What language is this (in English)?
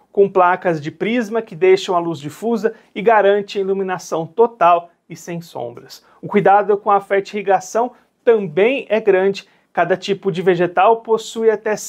Portuguese